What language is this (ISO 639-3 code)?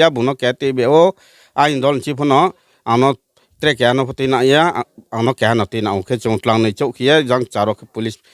ria